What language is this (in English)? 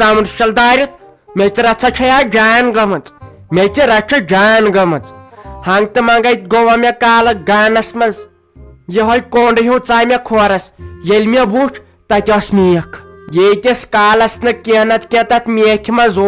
Kashmiri